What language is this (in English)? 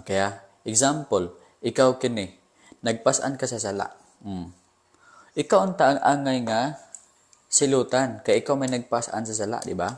Cebuano